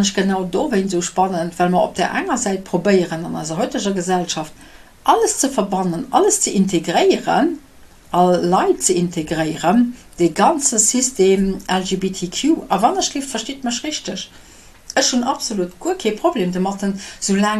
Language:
Luxembourgish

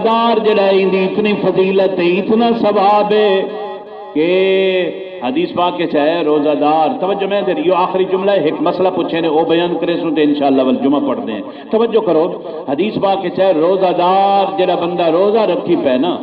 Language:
Saraiki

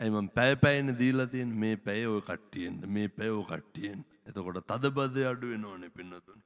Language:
Sinhala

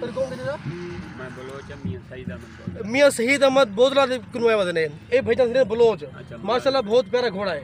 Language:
Saraiki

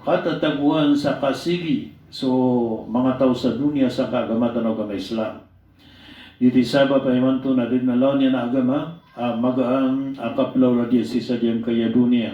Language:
Maranao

